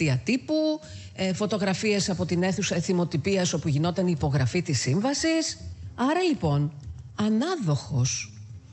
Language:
Greek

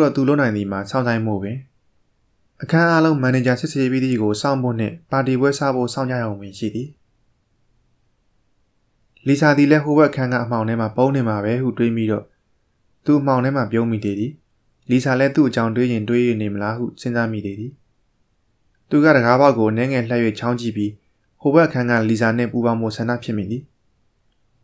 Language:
Burmese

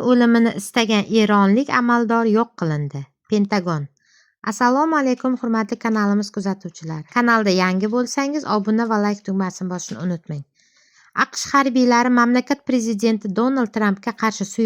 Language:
Uzbek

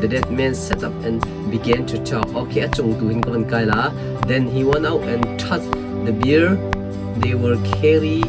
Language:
Hakha Chin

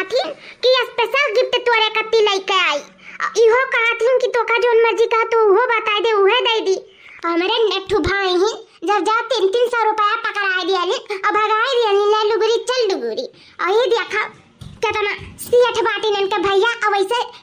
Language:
Awadhi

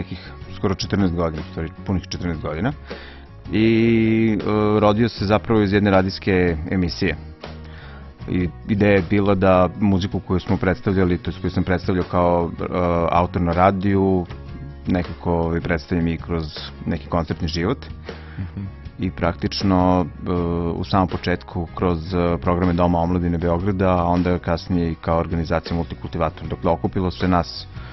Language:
Serbian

